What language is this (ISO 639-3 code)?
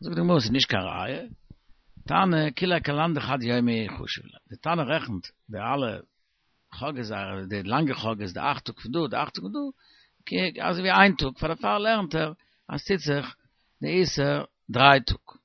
yid